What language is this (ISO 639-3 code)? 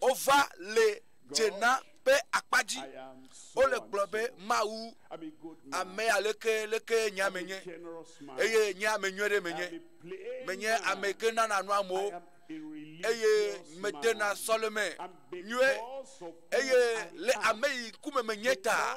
ewe